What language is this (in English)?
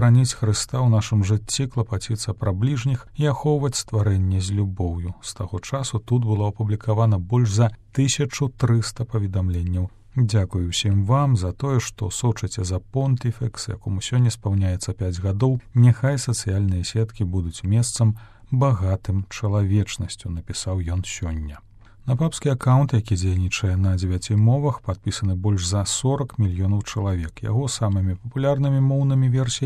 Belarusian